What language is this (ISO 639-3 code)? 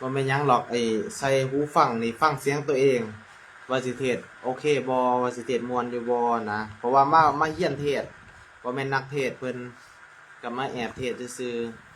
tts